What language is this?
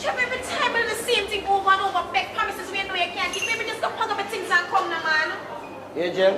Jamaican Creole English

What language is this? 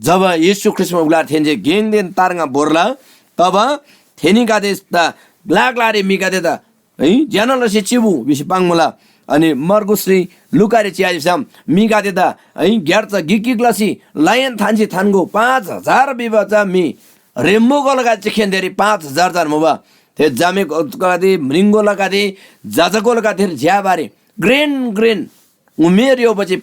Eastern Tamang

